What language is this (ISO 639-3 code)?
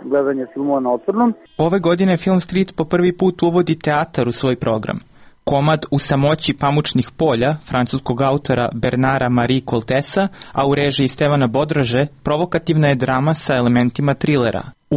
srp